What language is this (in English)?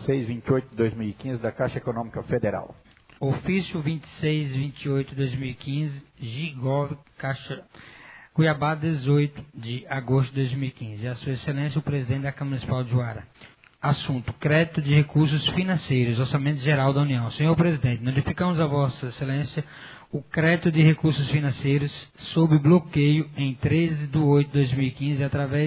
Portuguese